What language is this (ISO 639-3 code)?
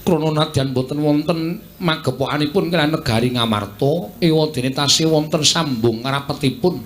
jav